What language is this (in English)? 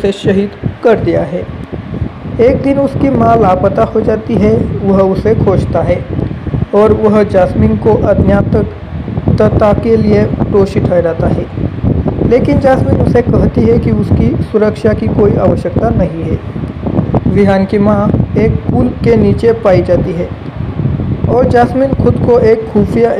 Hindi